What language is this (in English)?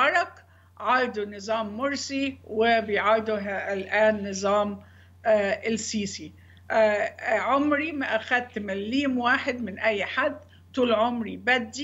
Arabic